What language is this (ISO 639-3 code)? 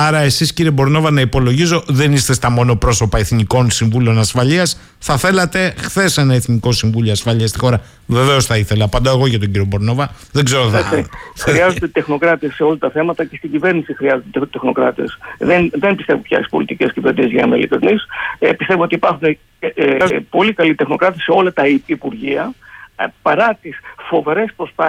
ell